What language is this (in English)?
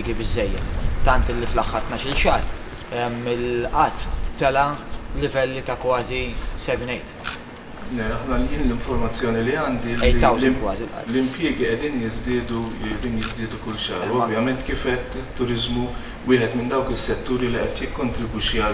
Maltese